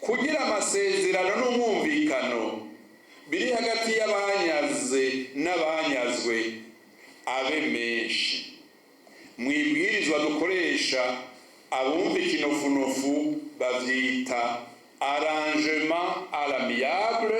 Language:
Rundi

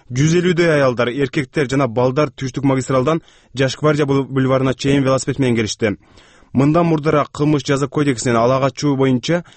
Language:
Kyrgyz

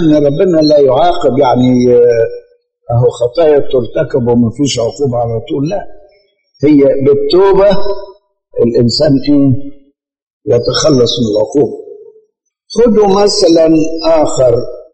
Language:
Egyptian Arabic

